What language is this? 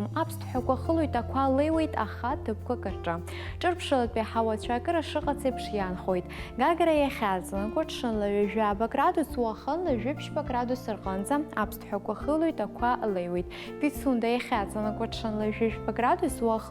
Abkhazian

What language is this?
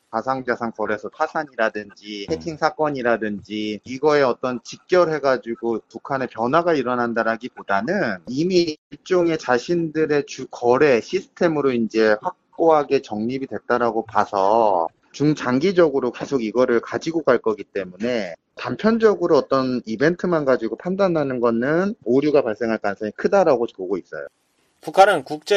Korean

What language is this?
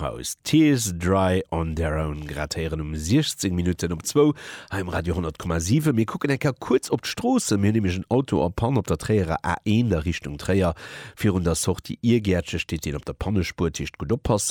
Luxembourgish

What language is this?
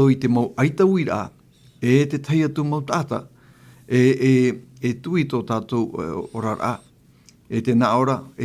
Tahitian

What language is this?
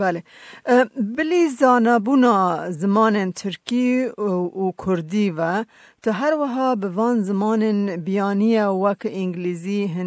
Kurdish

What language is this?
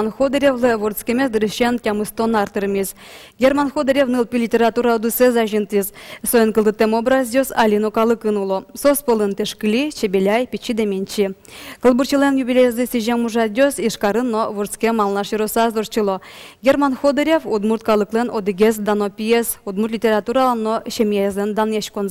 Udmurt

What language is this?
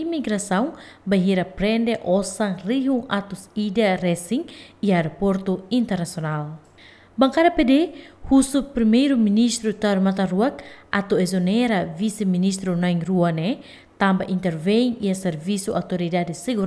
Tetum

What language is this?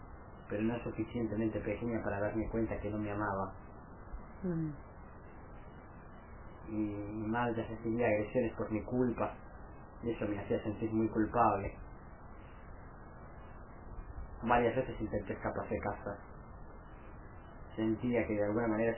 Spanish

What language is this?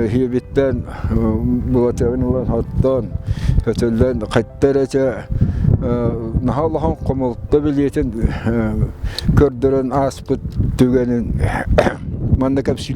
Yakut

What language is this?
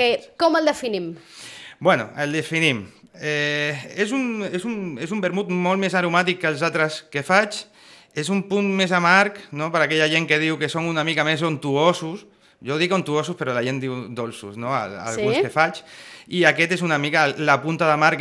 Catalan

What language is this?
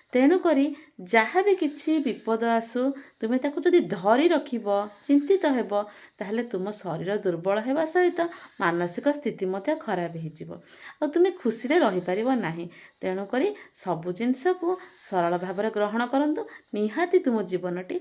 Odia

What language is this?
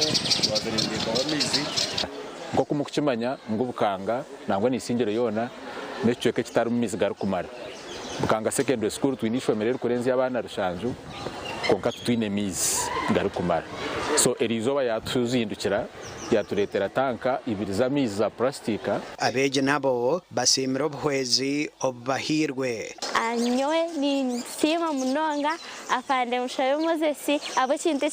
Nyankole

